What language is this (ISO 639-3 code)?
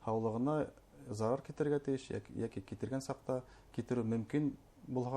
bak